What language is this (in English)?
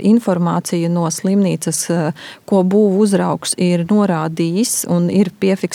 Latvian